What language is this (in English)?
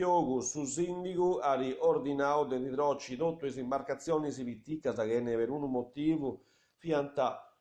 Sardinian